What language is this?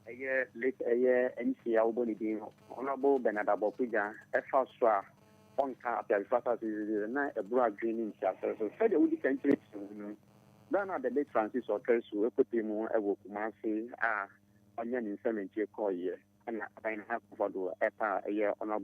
Akan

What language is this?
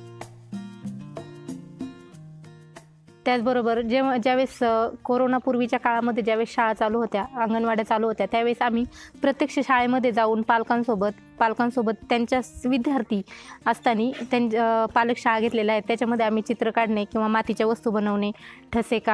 Marathi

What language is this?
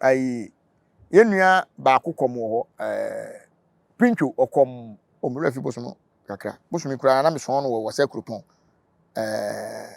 Akan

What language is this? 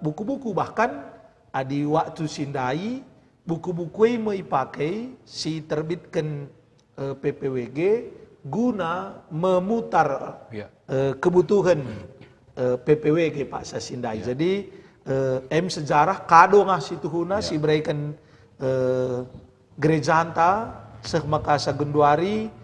Batak Karo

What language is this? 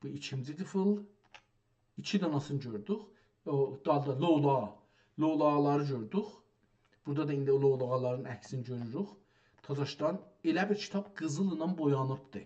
South Azerbaijani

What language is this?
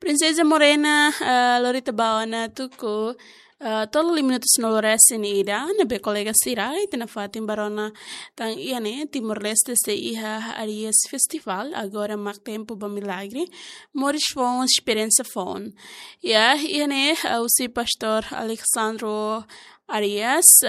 Tetum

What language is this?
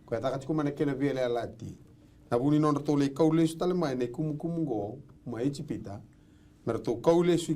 Fijian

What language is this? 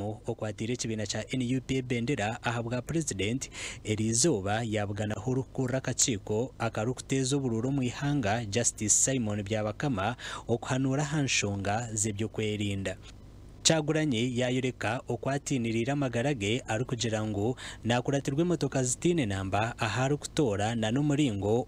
Nyankole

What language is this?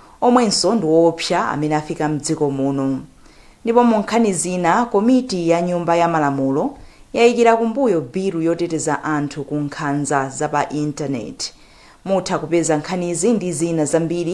Nyanja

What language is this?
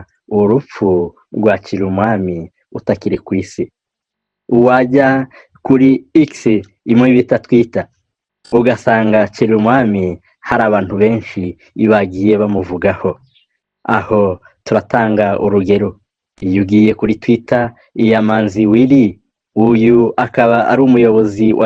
Kinyarwanda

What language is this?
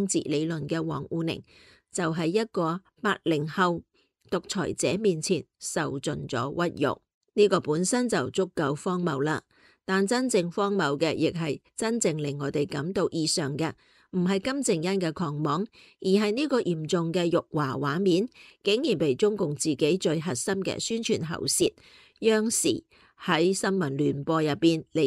Cantonese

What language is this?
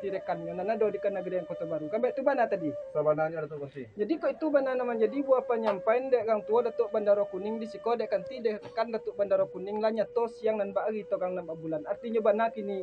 Minangkabau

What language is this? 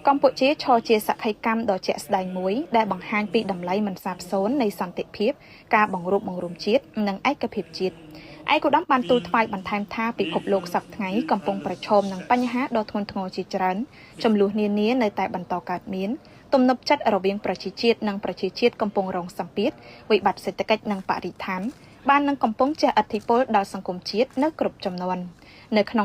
Khmer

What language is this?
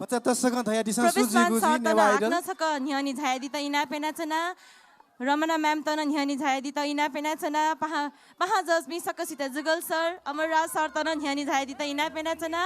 Newari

